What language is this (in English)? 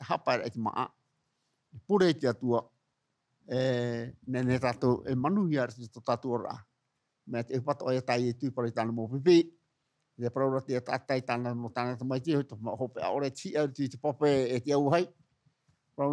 Tahitian